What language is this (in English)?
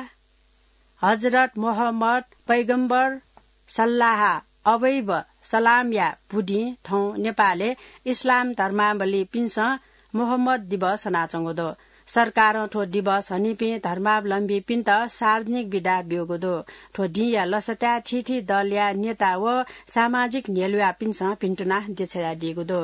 Newari